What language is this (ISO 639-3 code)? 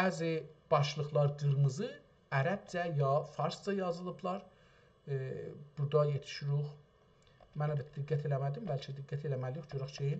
azb